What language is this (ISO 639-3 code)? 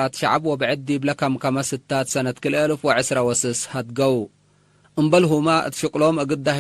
tig